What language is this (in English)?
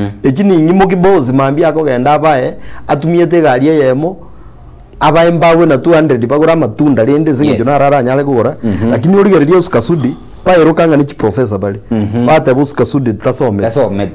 Gusii